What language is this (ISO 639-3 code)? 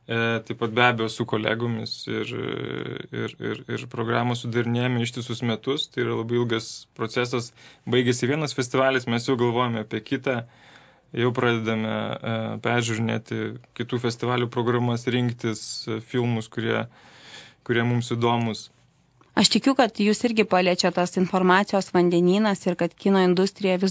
lit